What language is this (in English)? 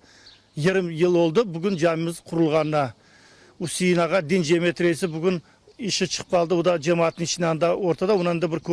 Crimean Tatar